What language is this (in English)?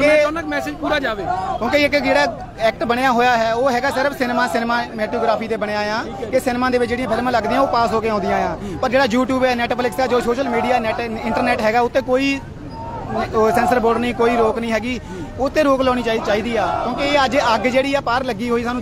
Punjabi